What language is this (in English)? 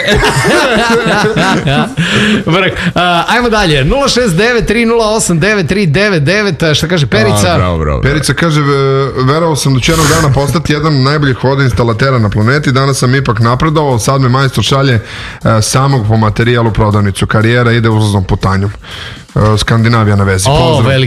Serbian